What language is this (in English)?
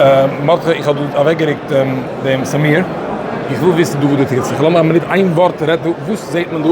Yiddish